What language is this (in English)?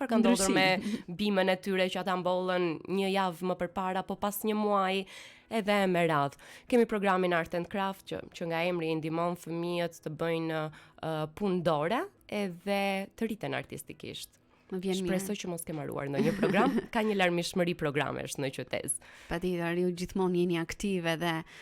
Albanian